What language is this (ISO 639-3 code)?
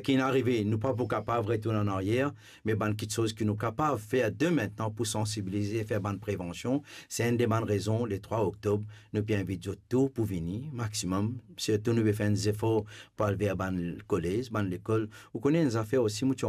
mfe